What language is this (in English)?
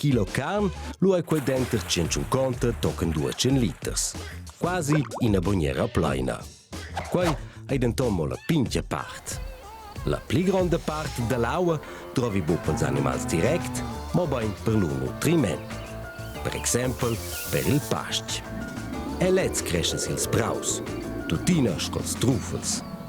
Romansh